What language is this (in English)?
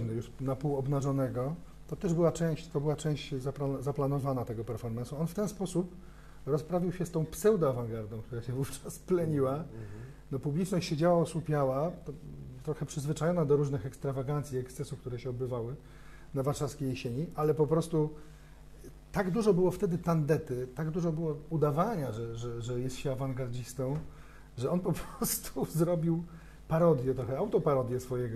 Polish